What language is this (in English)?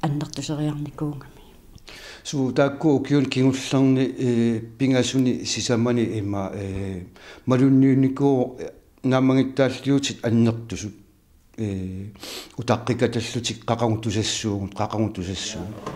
Kalaallisut